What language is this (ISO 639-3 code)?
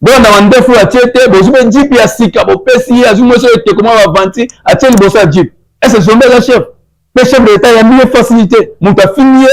lin